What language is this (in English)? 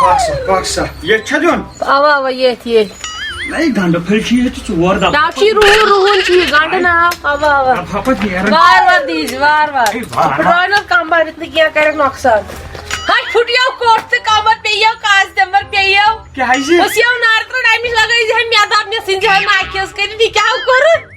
Kashmiri